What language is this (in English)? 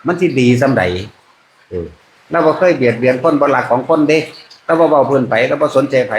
Northeastern Thai